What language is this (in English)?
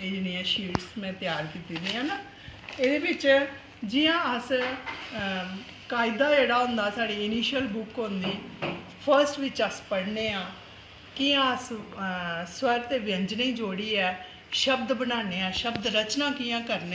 Dogri